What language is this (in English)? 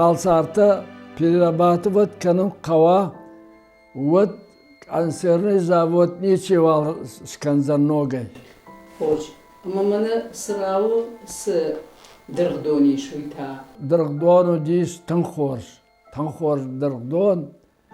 Ossetic